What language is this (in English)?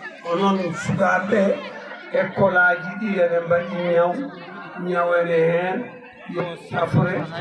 Fula